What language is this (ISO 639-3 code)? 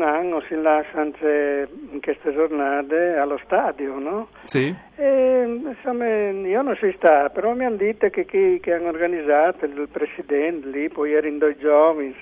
fur